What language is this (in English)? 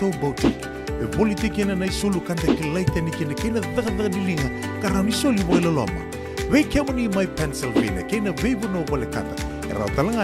Fijian